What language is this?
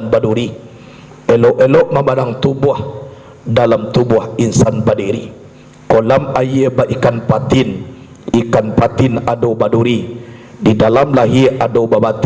Minangkabau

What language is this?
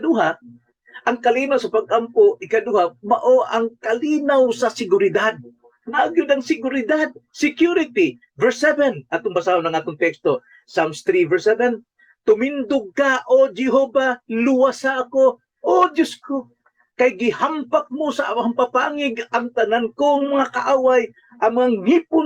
Cebuano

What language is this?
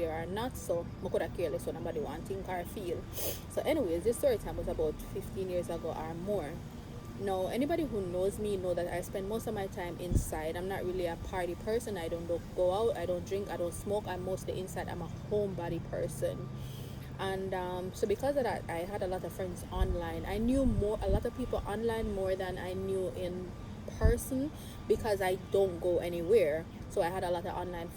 Jamaican Creole English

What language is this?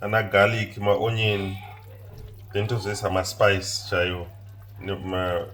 Shona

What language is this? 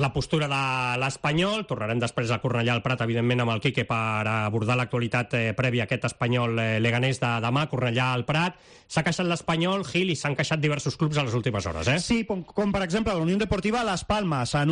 Catalan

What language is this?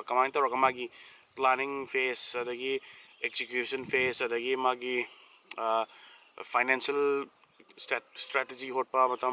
Manipuri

